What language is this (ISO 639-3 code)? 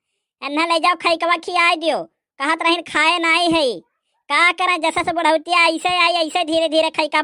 awa